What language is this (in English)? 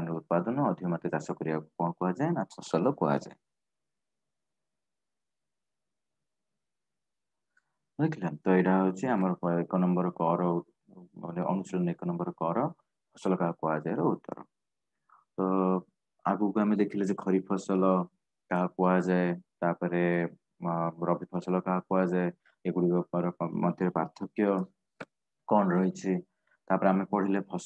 Odia